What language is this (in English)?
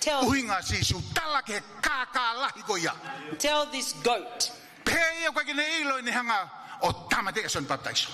Tongan